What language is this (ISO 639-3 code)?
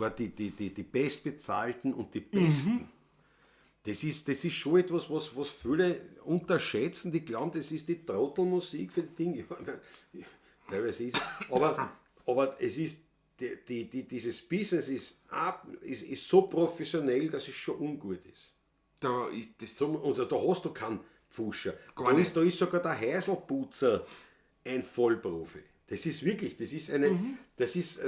bar